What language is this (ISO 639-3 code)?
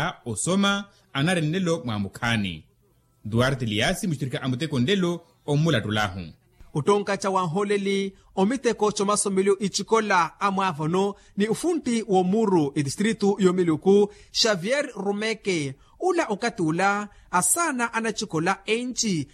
vmw